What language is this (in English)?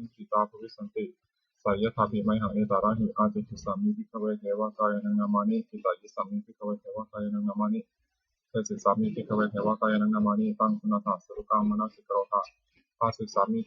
Pali